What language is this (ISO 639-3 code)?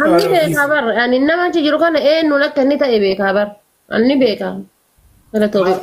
orm